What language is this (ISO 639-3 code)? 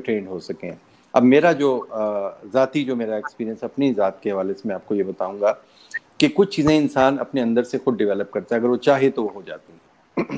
urd